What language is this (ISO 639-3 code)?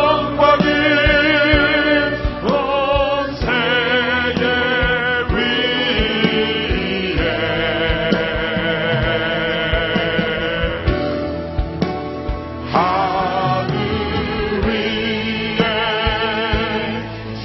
kor